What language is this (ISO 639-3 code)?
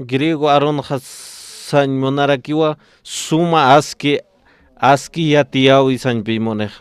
aym